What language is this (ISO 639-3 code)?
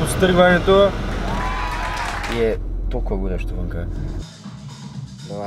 bul